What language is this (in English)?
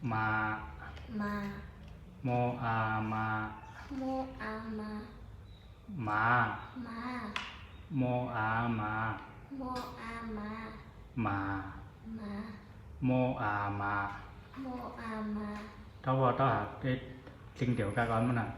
Zhuang